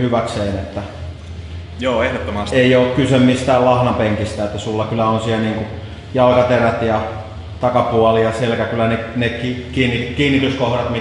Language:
Finnish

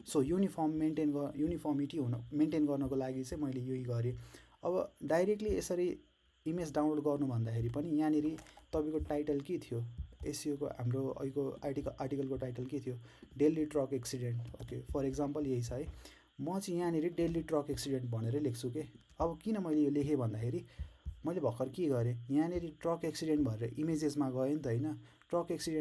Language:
Nepali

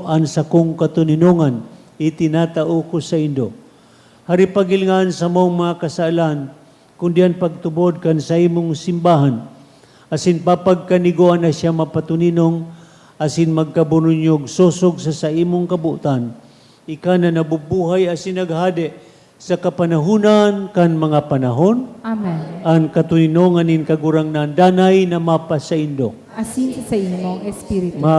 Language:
Bikol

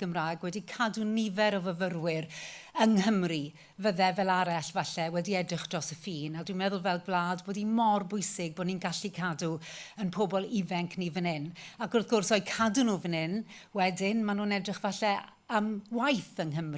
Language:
Welsh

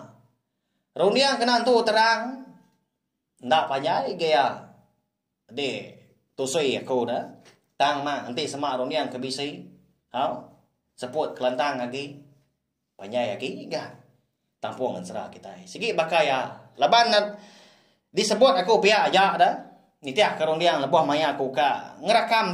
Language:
Iban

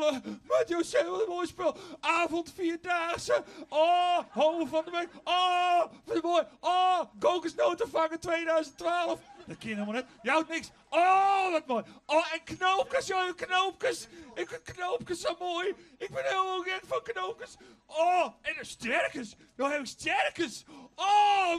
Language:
Western Frisian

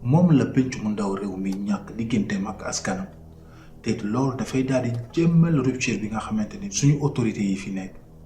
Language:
Wolof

